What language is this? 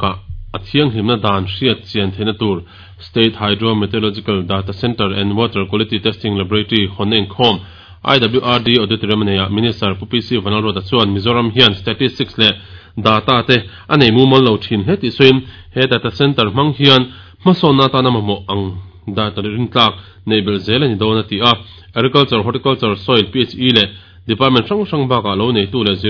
Mizo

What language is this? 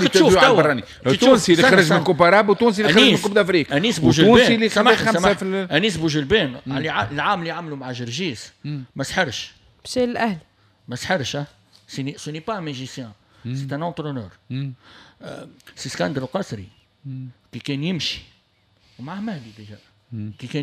Tunisian Arabic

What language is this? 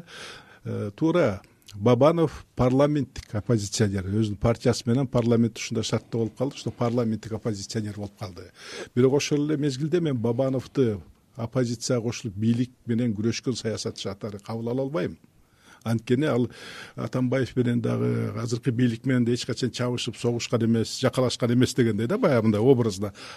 Kyrgyz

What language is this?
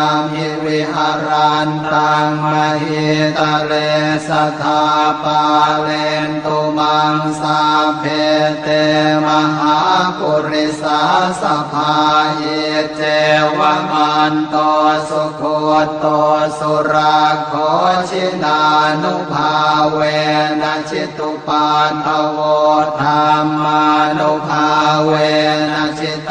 Pali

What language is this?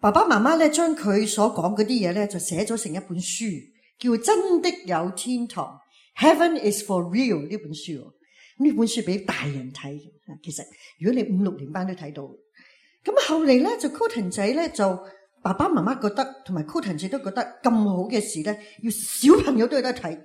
Cantonese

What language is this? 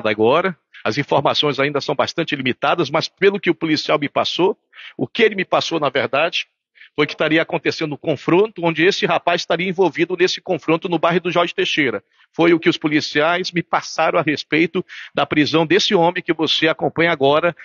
Portuguese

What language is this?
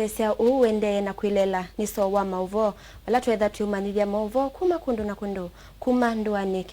Kamba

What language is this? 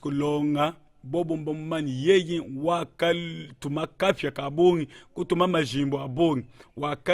Luba-Lulua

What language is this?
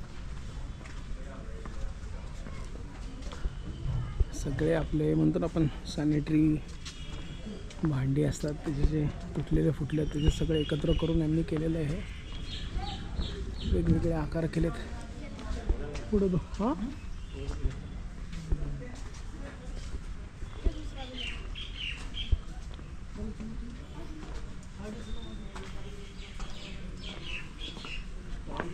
Marathi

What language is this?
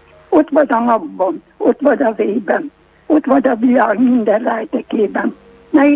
Hungarian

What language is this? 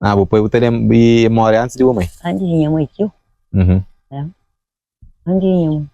Kabuverdianu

